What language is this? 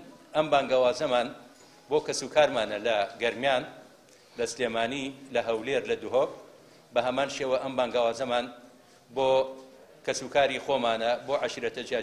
Central Kurdish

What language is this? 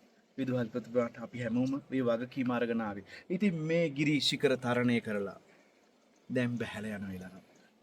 Sinhala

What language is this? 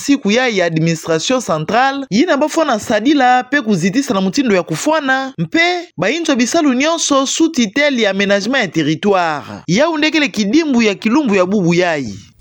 Kituba (Democratic Republic of Congo)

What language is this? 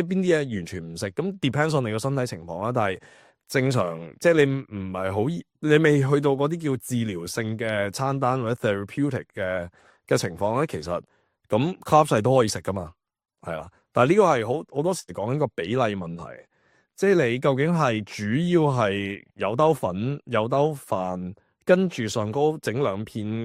Cantonese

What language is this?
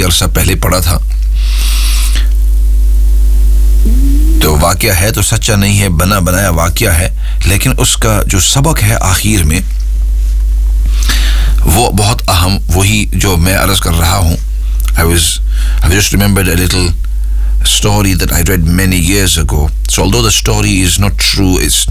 Urdu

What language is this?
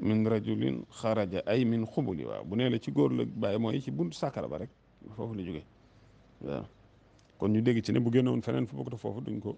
Wolof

